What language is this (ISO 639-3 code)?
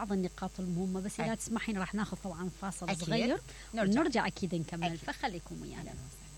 acm